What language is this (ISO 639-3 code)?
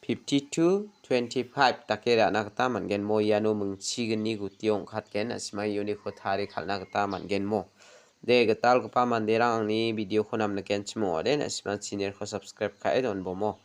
grt